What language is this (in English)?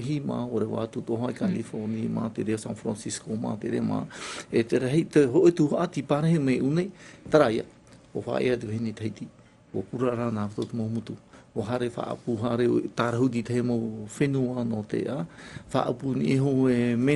Tahitian